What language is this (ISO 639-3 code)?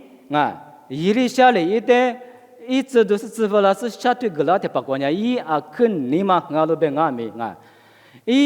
lis